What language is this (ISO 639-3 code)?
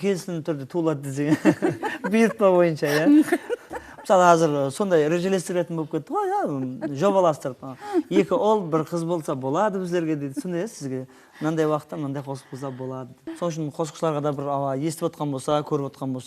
kaa